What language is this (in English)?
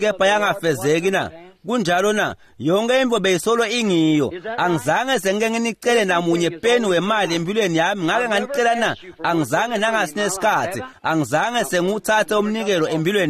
Swati